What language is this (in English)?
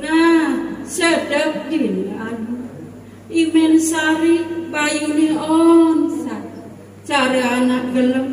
Balinese